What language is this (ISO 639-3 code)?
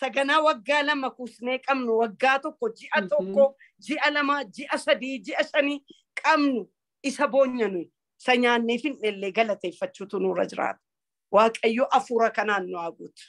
orm